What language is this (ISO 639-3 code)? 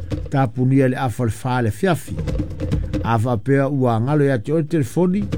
smo